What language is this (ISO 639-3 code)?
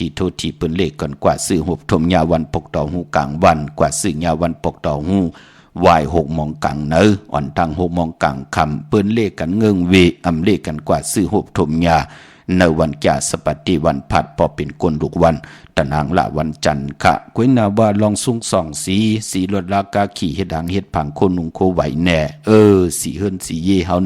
shn